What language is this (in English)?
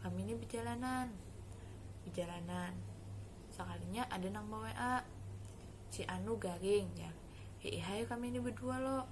Banjar